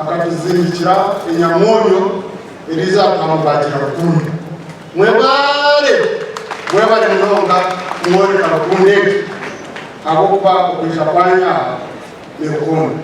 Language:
Nyankole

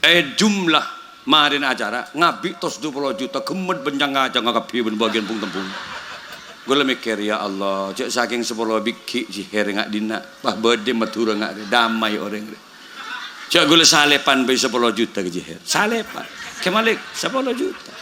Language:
Madurese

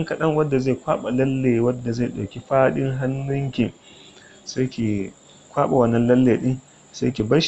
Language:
Hausa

